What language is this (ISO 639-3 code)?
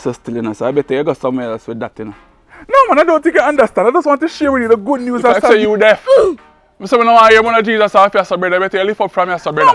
jam